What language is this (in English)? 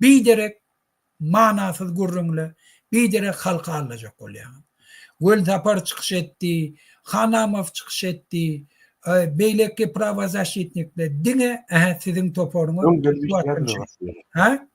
Turkmen